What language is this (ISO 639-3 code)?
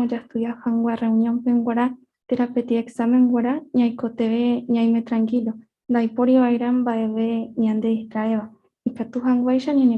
grn